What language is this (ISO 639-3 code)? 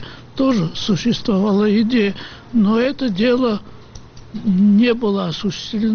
rus